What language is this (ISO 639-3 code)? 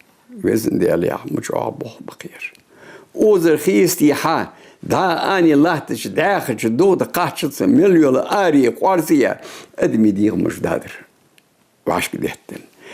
inh